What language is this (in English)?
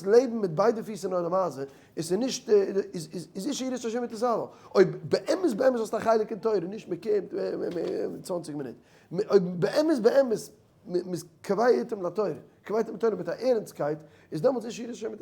Yiddish